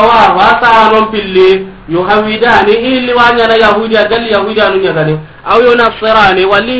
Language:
Soninke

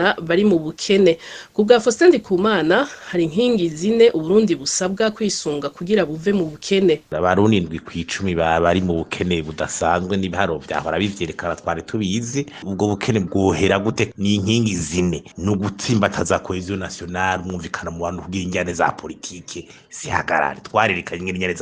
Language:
Rundi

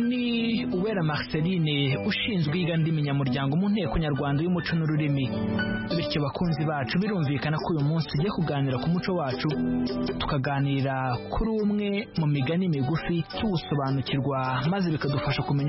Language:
Kinyarwanda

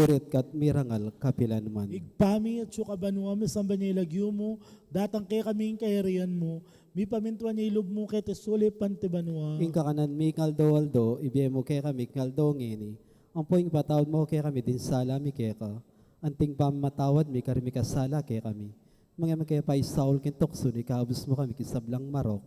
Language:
Pampanga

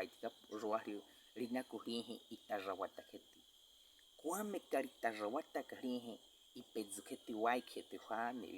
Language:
Baniwa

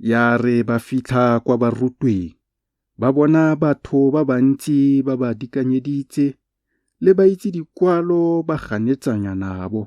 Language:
Tswana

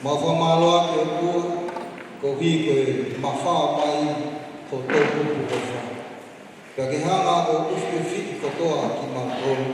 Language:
Tongan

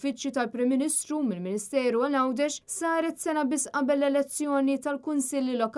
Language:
Maltese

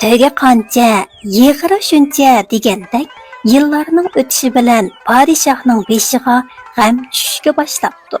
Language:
Uyghur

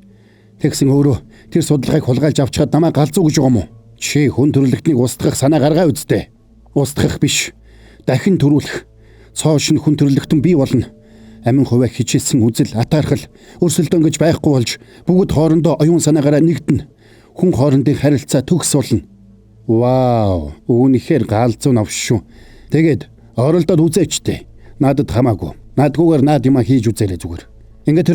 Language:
Mongolian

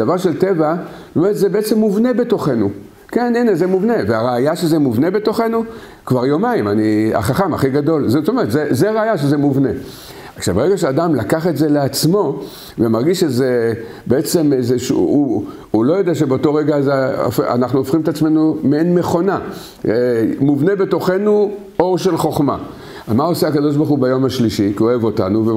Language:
Hebrew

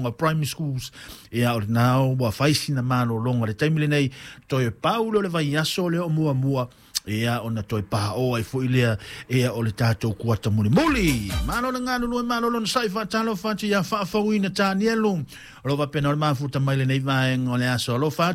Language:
Samoan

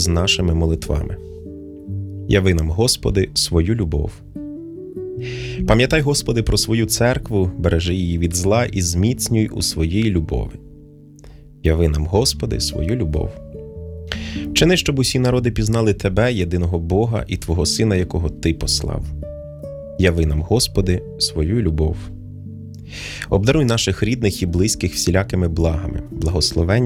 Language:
Ukrainian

